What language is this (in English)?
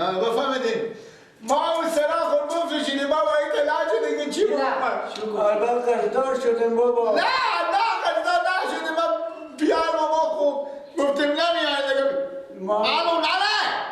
Persian